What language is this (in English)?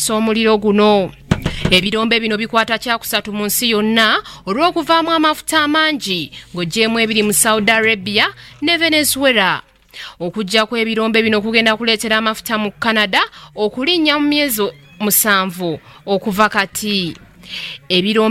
Ganda